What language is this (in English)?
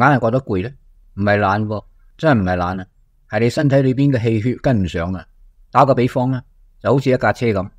Cantonese